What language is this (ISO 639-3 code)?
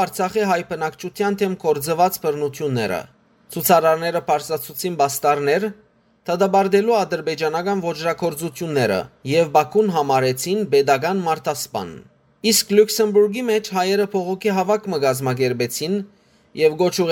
hyw